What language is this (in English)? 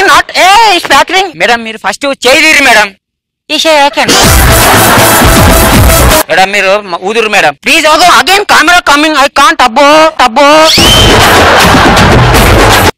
Telugu